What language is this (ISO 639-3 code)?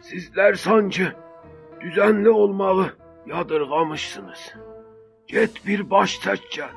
azb